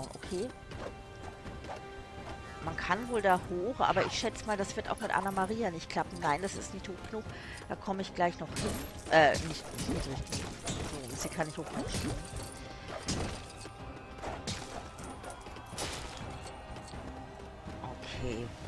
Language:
German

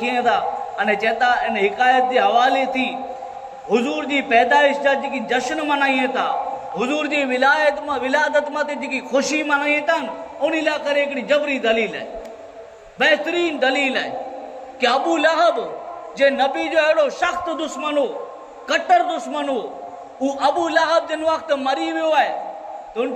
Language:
Kachhi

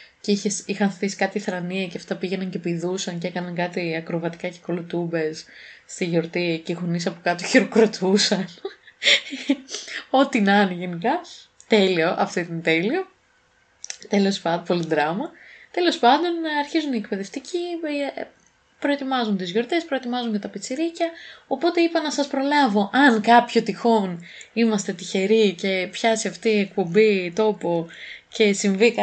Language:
Greek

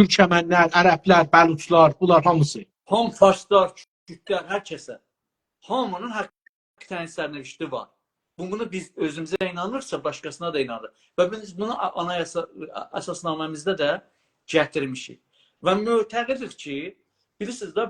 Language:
South Azerbaijani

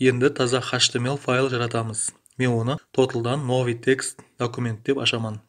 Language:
Kara-Kalpak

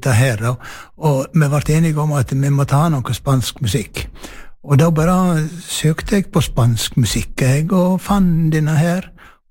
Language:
Norwegian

